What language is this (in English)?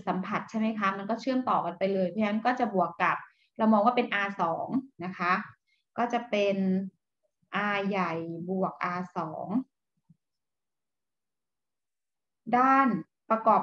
Thai